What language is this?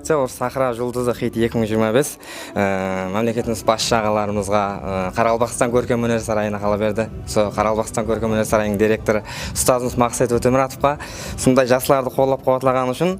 Kara-Kalpak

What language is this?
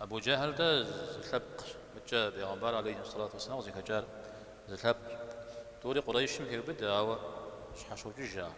Kabardian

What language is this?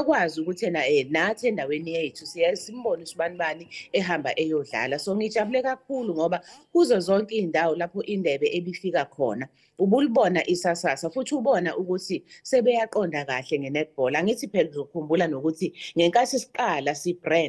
Zulu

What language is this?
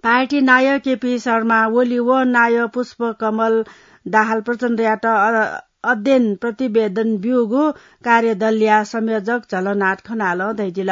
Newari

